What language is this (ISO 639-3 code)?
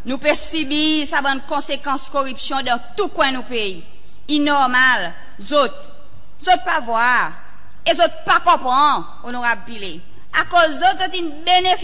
crs